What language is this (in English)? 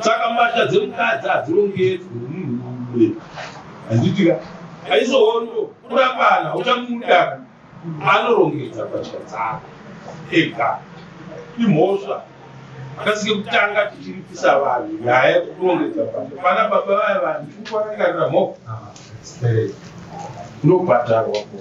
Shona